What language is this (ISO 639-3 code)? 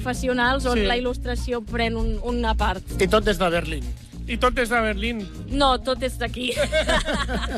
cat